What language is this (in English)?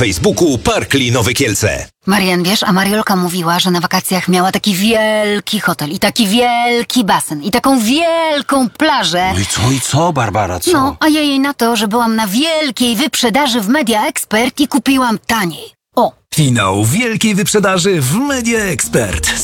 Polish